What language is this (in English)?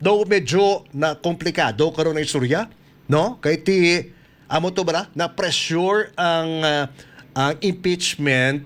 Hiligaynon